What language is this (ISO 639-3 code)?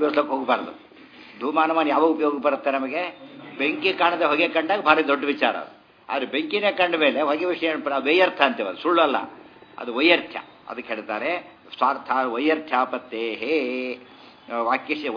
kan